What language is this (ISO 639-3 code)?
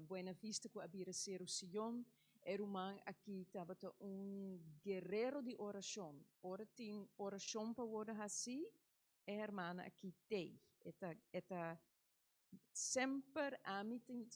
pap